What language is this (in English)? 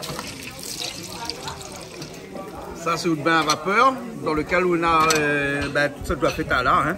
Réunion Creole French